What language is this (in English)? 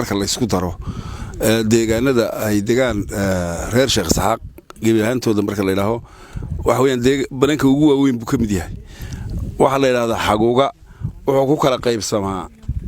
Somali